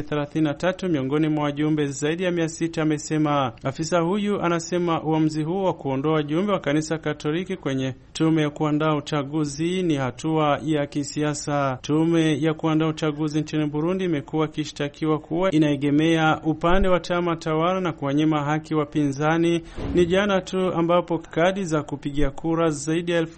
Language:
Swahili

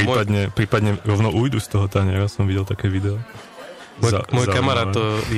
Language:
Slovak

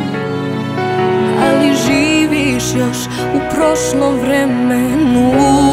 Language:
Serbian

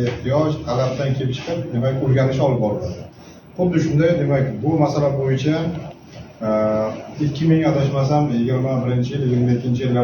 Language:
Uzbek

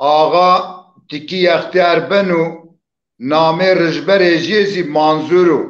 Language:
Zaza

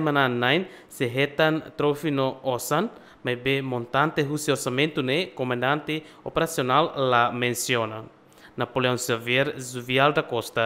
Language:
Tetum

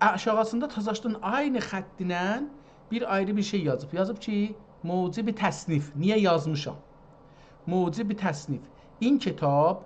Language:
South Azerbaijani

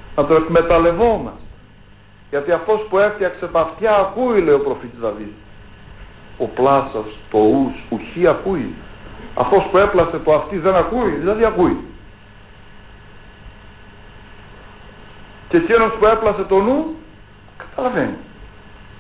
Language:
Greek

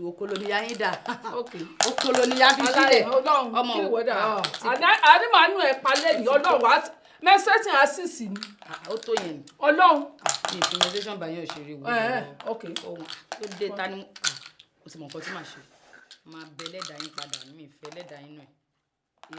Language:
Yoruba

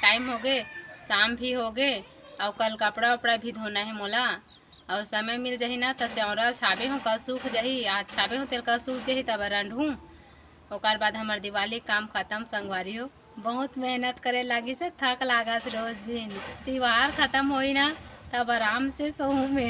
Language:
Chhattisgarhi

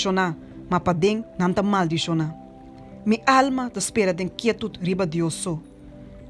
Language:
Papiamento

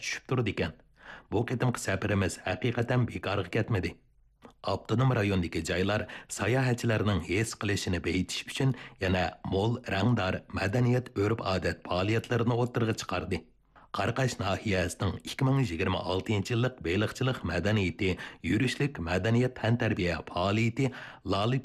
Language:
Uyghur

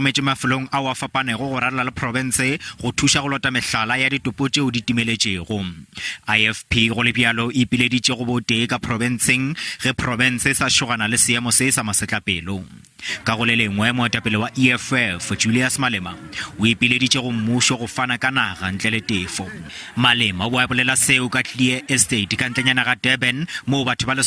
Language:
Northern Sotho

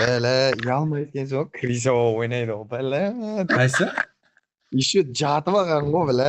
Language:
Kara-Kalpak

